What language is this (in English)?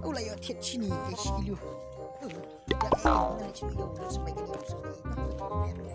Khasi